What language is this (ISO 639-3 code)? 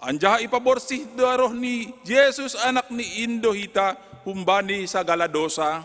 bts